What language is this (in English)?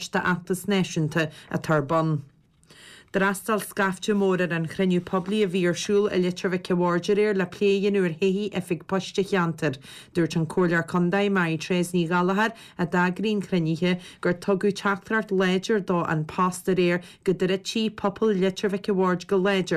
Irish